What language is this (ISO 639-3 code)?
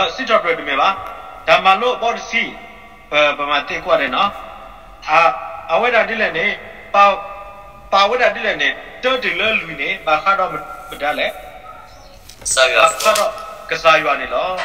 ksw